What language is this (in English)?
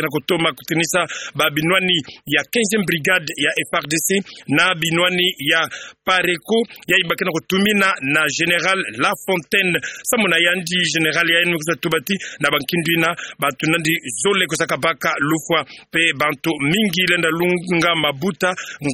Kituba (Democratic Republic of Congo)